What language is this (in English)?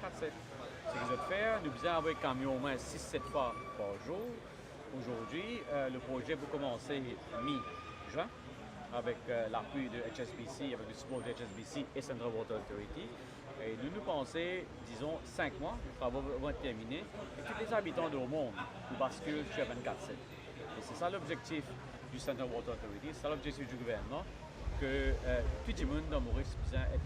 Morisyen